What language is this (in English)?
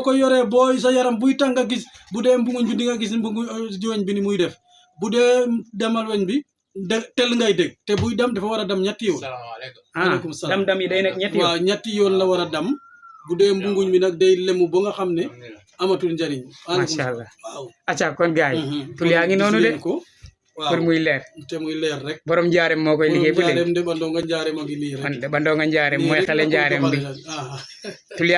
Wolof